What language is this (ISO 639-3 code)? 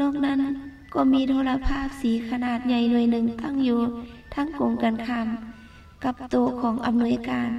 lao